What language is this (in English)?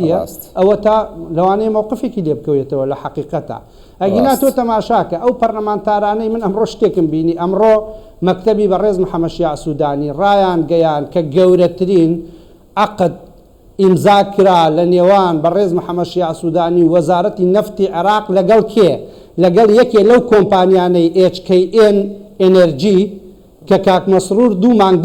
Central Kurdish